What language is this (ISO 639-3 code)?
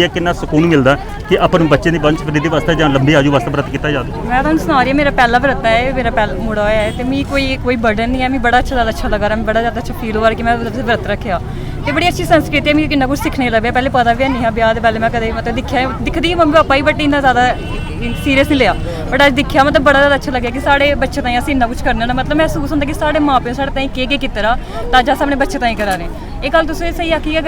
doi